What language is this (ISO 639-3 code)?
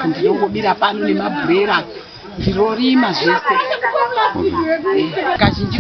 sna